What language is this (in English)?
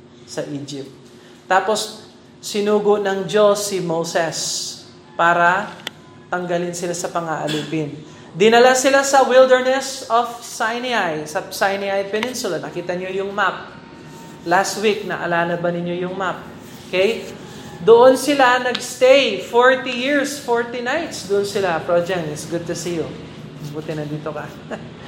Filipino